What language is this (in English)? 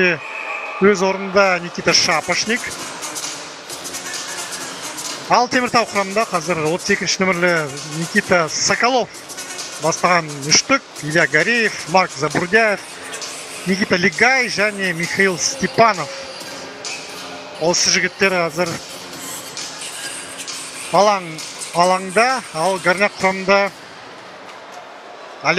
Kazakh